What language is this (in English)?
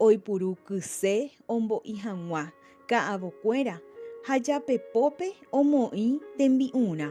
Guarani